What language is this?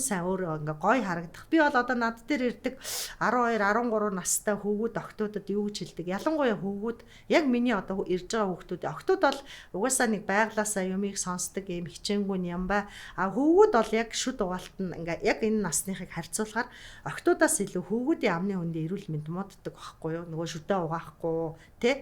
Mongolian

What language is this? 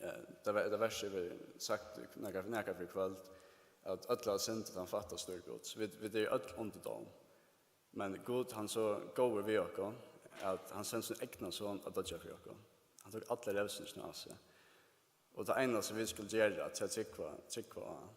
Faroese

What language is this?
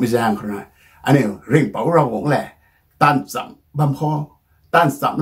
Rongmei Naga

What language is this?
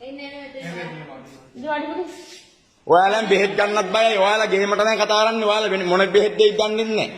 Sinhala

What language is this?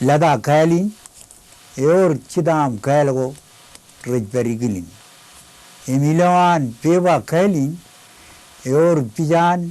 Marshallese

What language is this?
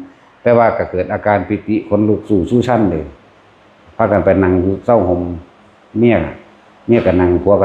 Northeastern Thai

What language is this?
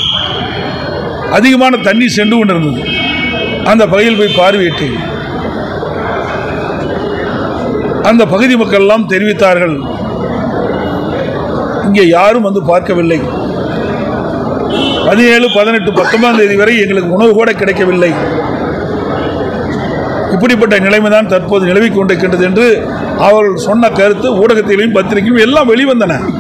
Tamil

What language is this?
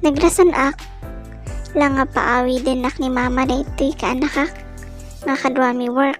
Iloko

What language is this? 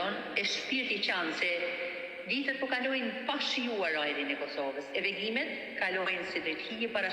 Albanian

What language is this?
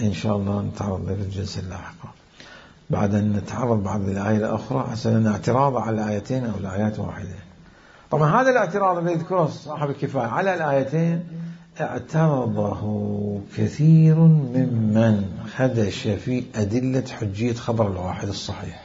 Mesopotamian Arabic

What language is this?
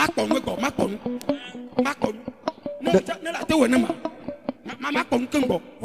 Ewe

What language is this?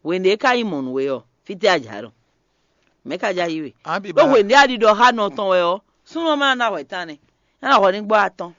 Fon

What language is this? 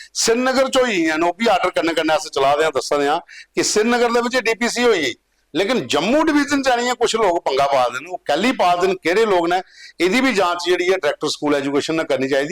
Dogri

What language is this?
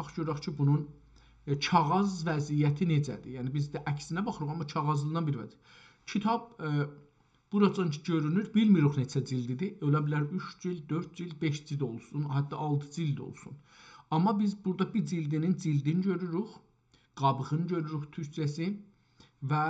South Azerbaijani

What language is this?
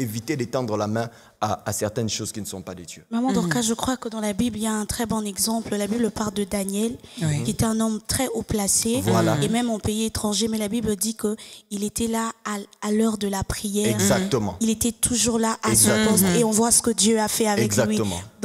French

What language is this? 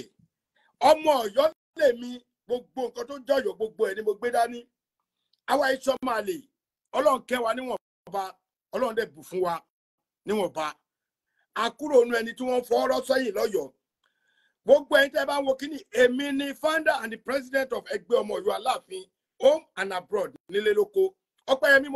Yoruba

